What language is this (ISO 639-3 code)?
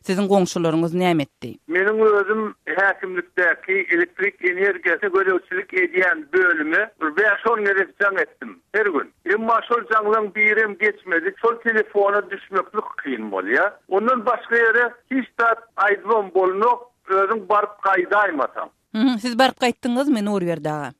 tuk